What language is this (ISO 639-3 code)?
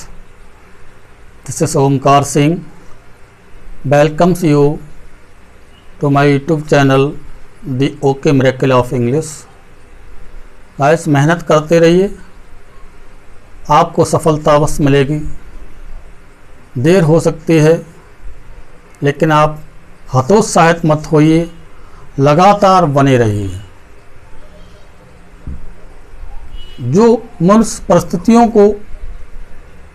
hin